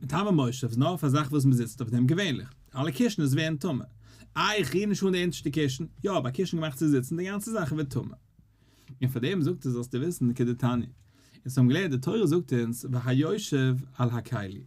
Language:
Yiddish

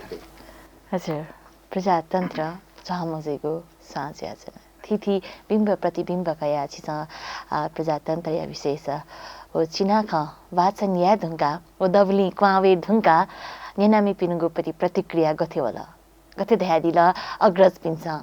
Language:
Newari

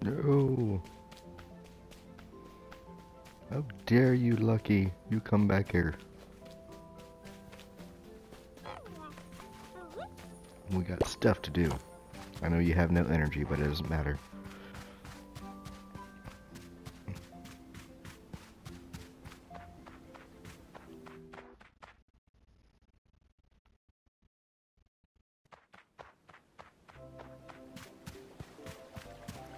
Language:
English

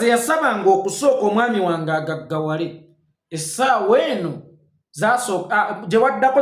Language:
Ganda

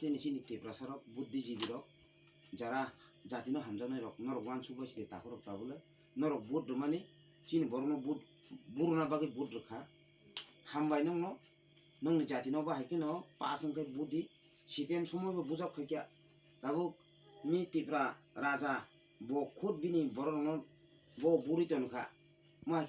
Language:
Kok Borok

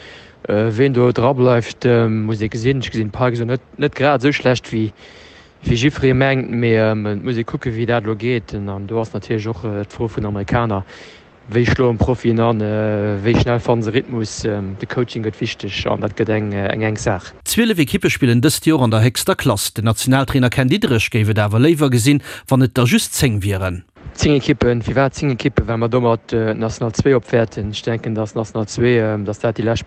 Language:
Luxembourgish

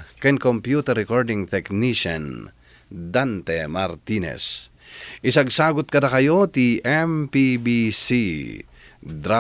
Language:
Iloko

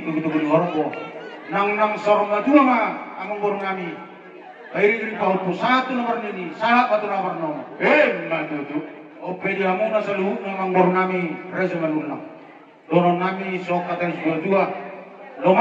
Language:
Batak Toba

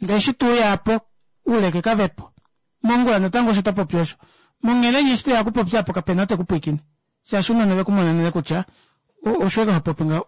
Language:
Kuanyama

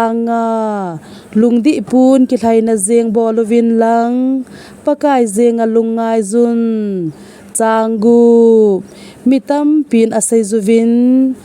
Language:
Thado Chin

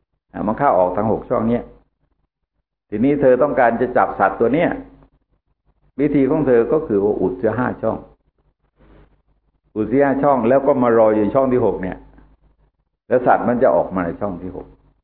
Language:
Thai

